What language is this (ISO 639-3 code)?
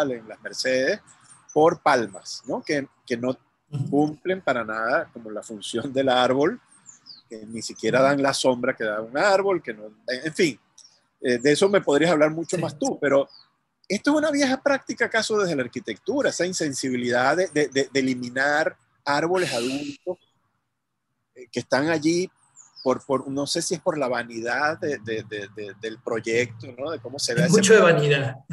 spa